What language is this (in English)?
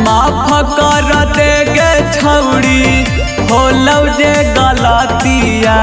Magahi